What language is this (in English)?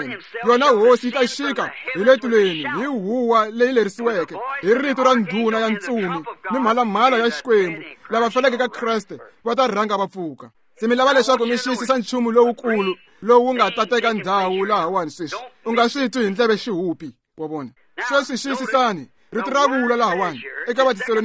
Tsonga